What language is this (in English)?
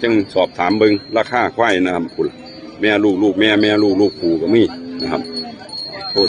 Northeastern Thai